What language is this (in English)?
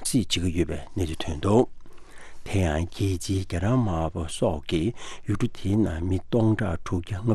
Tibetan